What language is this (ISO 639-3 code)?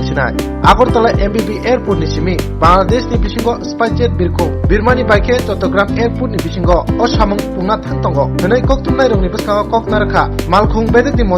trp